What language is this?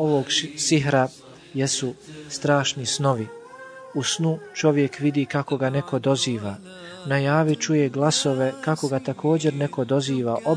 Bosnian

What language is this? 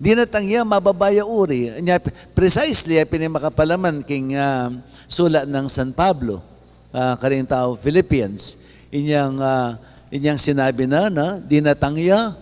Pampanga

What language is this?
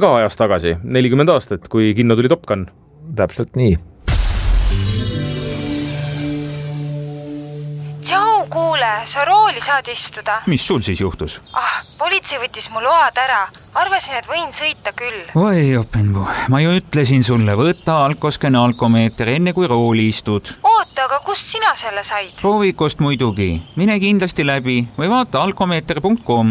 Estonian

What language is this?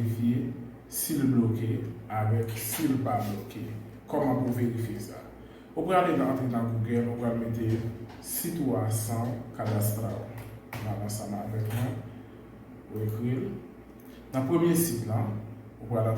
Haitian Creole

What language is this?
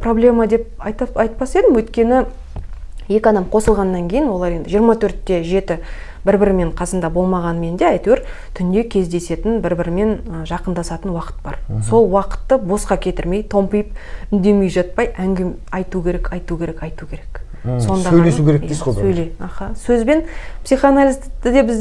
Kazakh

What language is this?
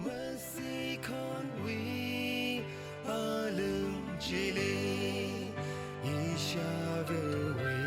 Tangkhul Naga (India)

